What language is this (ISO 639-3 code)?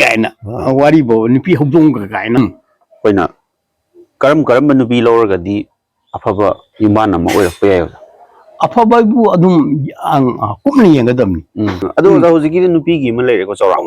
mni